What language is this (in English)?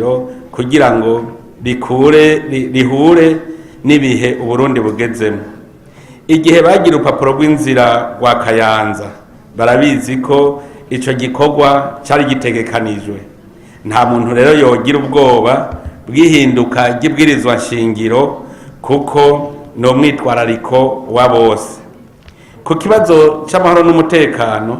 Rundi